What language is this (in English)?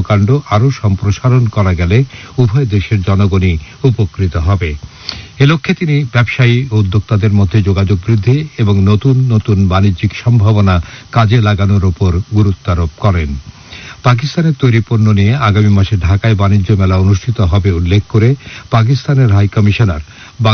Bangla